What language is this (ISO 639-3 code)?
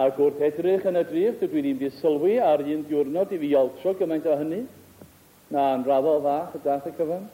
cym